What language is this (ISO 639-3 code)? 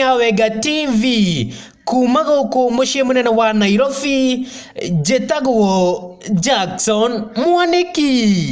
kik